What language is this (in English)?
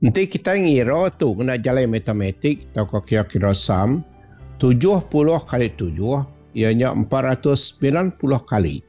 Iban